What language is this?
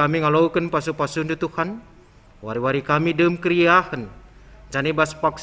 Batak Karo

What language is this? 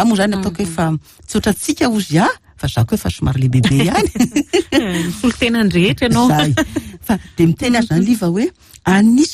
Malagasy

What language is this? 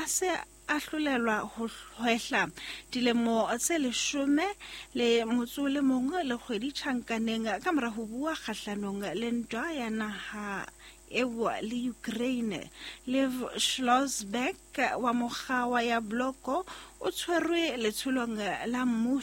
Southern Sotho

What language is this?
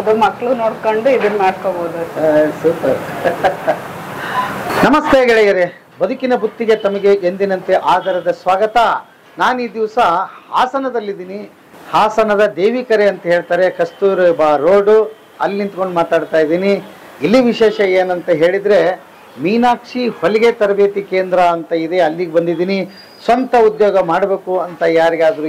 Kannada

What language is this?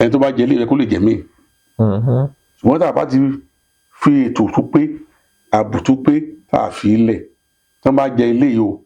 Yoruba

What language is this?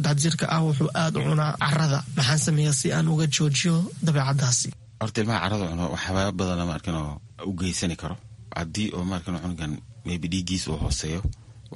Somali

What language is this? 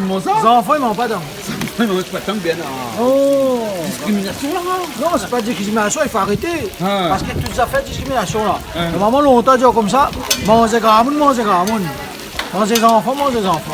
Réunion Creole French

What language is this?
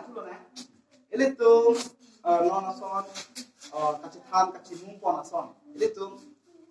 Karbi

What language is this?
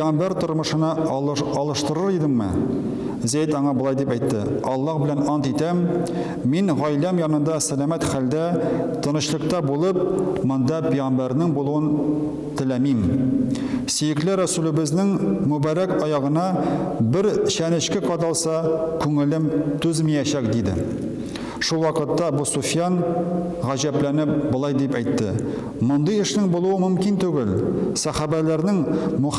Tatar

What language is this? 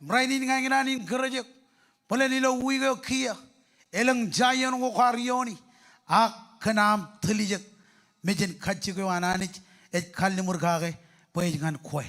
Marshallese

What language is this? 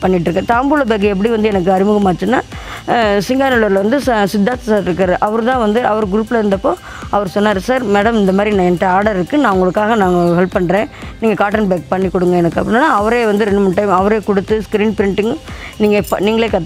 Tamil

